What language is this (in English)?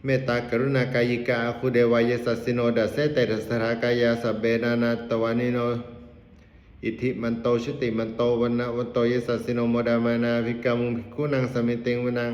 Pali